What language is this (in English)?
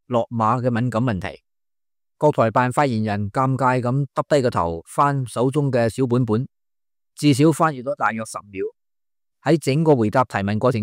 Cantonese